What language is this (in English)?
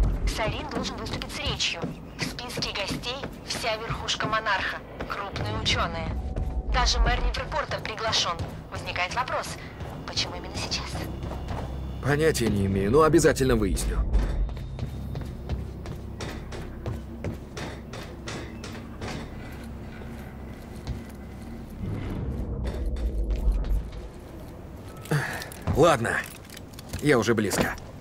Russian